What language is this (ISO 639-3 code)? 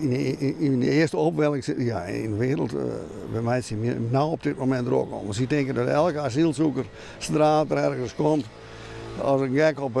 fry